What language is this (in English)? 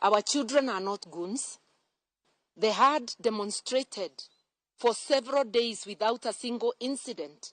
Luo (Kenya and Tanzania)